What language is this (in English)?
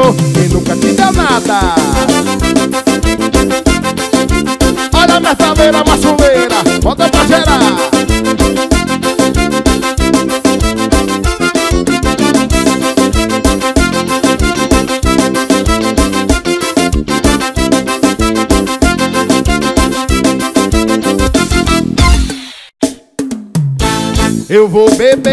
Portuguese